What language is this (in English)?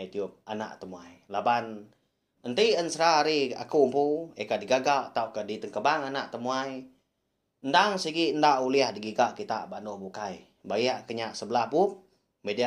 Iban